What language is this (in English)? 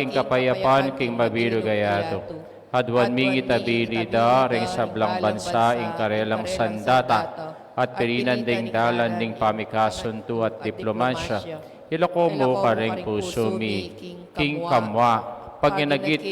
Pampanga